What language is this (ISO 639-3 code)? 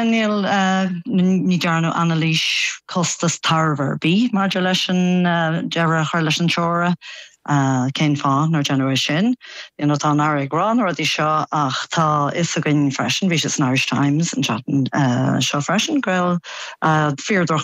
gle